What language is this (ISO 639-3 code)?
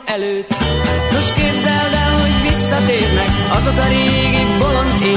hun